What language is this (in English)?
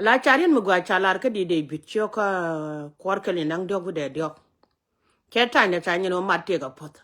Nuer